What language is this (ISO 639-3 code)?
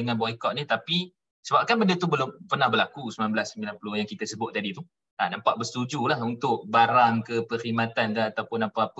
msa